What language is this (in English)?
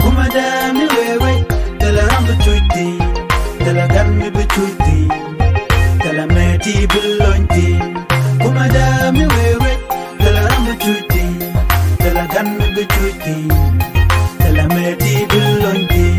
Nuer